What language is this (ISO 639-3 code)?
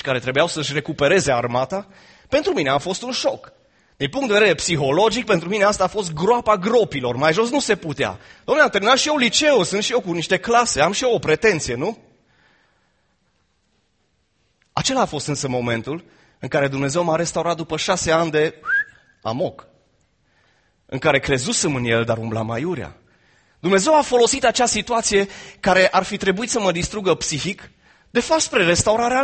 ron